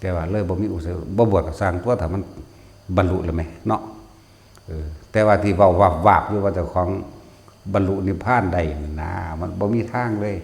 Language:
Northeastern Thai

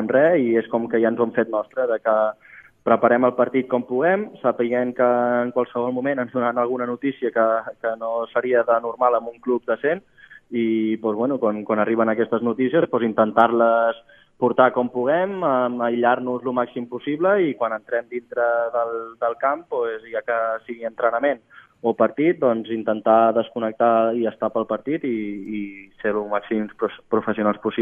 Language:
Catalan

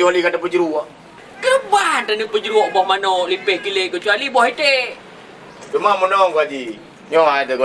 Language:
Achinese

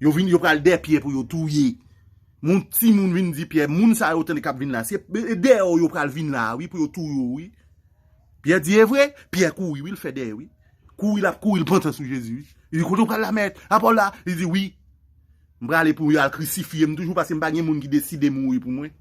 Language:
Haitian Creole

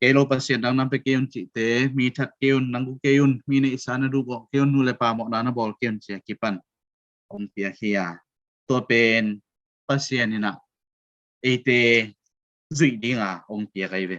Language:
Tedim Chin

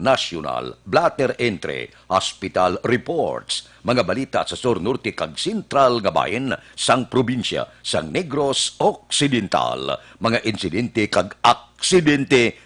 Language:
Hiligaynon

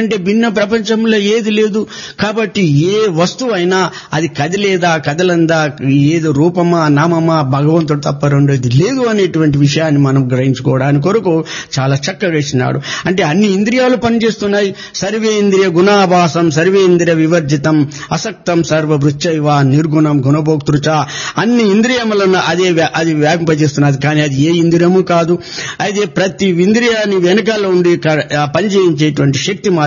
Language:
Telugu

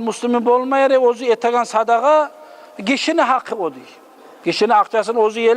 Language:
Kumyk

